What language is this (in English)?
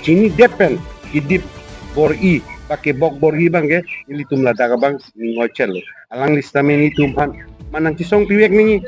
Karbi